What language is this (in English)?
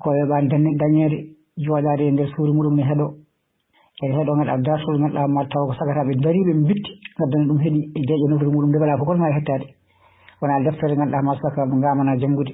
Fula